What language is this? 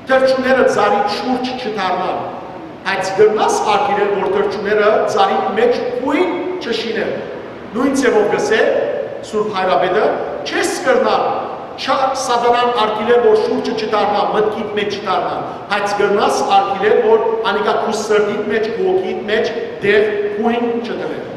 Western Armenian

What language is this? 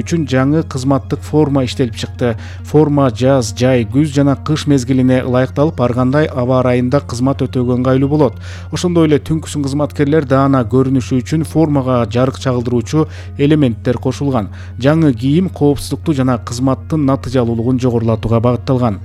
Kyrgyz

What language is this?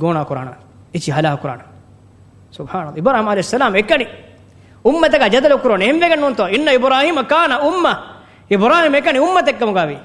Divehi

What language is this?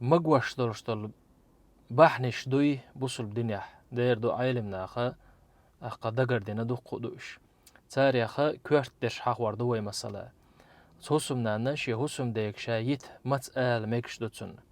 Chechen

